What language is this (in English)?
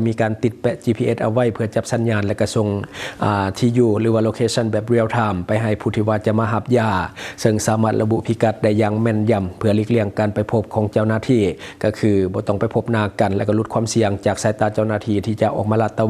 Lao